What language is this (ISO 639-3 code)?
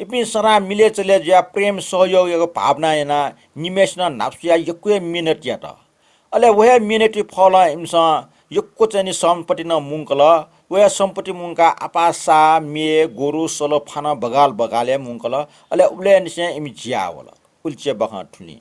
new